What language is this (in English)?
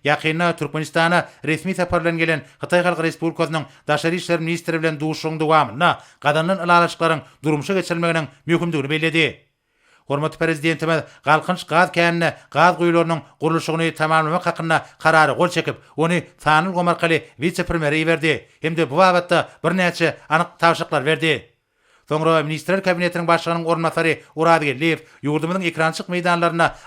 Turkmen